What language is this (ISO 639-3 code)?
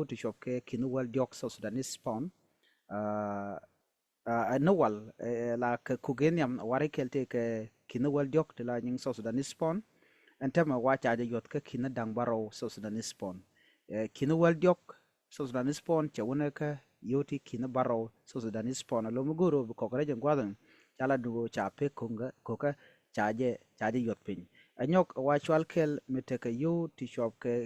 nus